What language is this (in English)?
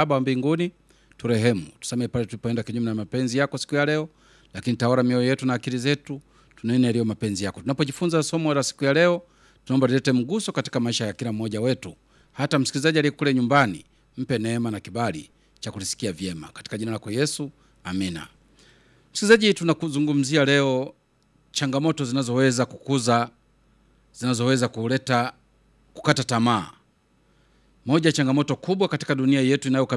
Swahili